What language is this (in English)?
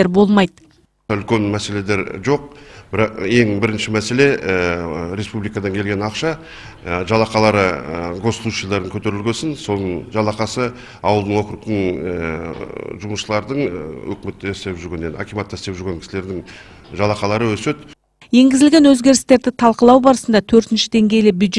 Kazakh